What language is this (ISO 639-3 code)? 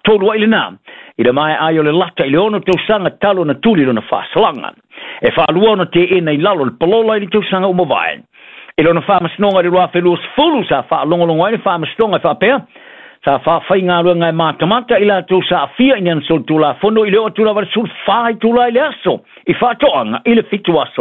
smo